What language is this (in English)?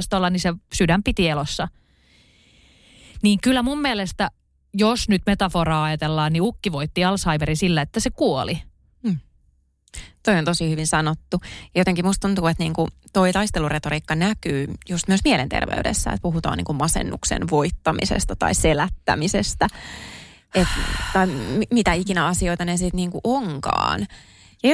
Finnish